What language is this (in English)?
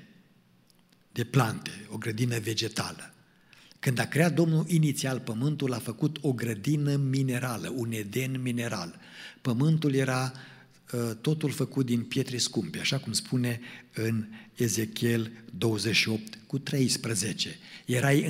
Romanian